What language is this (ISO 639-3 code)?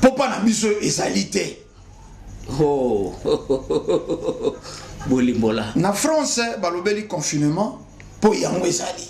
lin